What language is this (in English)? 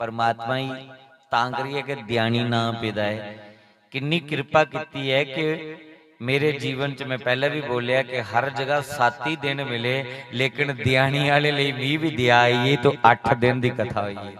Dogri